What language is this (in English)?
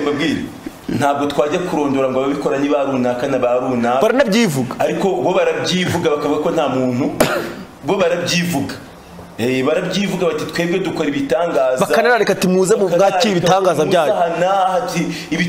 Kinyarwanda